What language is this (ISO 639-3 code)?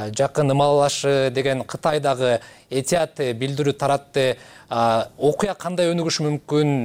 kir